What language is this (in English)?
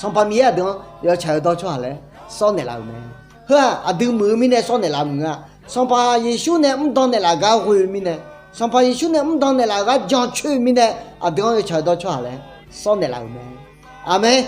Akha